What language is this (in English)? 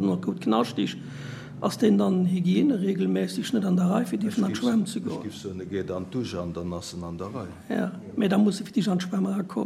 Luxembourgish